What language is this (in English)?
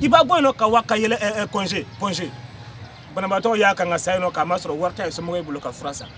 Bambara